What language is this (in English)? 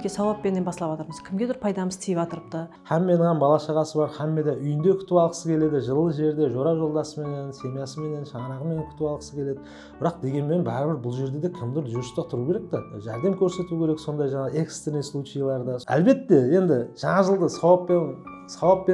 Kara-Kalpak